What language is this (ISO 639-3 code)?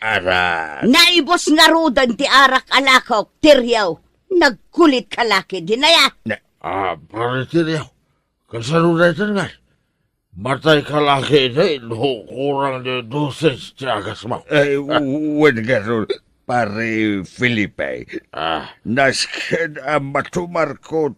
ilo